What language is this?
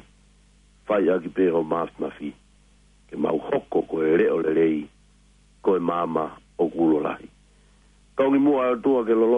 Tongan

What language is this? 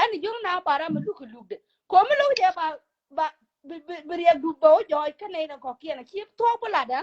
Nuer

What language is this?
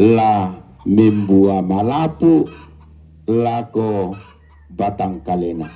Toraja-Sa'dan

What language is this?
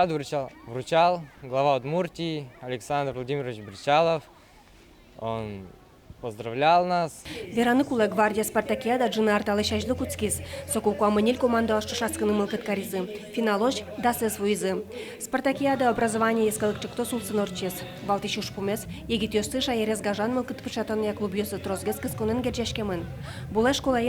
Udmurt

